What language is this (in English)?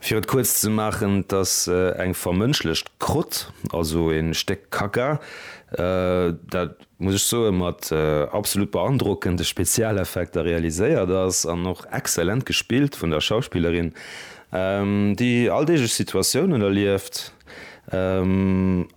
Luxembourgish